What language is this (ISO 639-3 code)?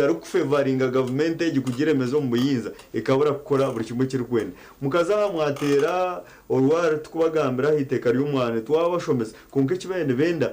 nyn